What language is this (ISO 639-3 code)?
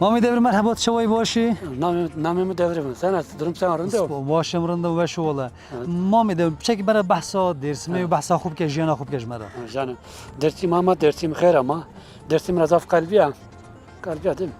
kur